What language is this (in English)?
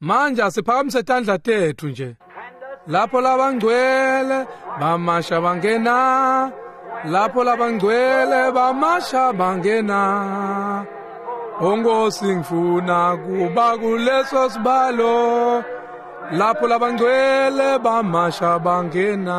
Swati